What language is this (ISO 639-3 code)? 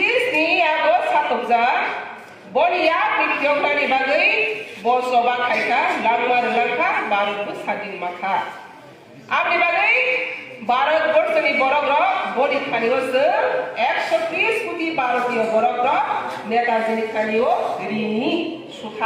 trp